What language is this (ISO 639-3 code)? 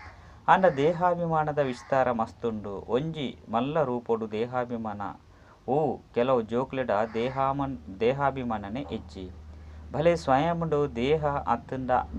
tcy